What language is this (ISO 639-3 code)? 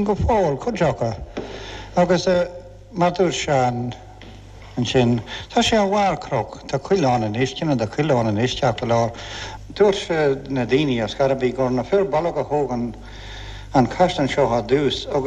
gle